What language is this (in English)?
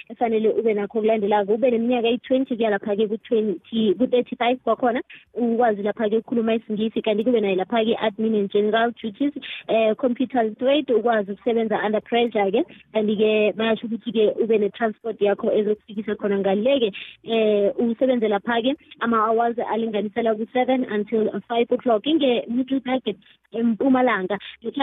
South Ndebele